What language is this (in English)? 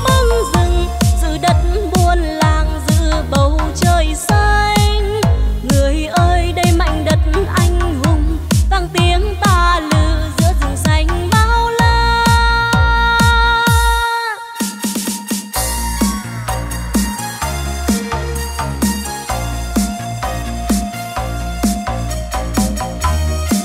Vietnamese